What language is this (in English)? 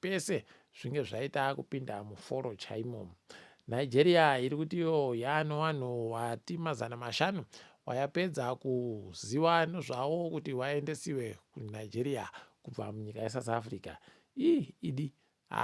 Ndau